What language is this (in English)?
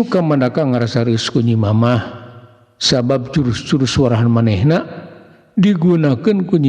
Sundanese